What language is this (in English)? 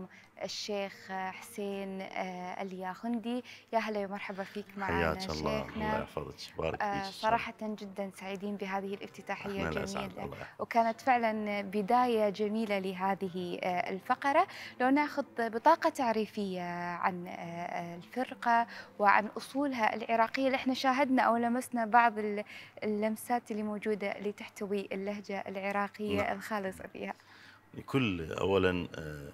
Mesopotamian Arabic